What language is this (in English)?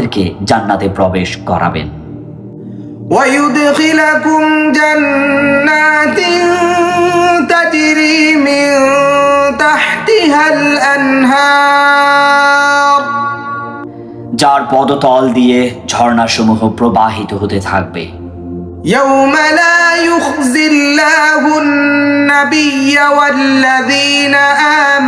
Bangla